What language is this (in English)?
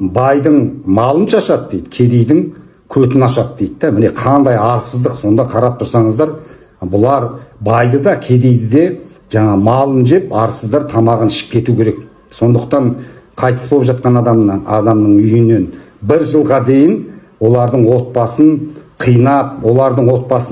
Kazakh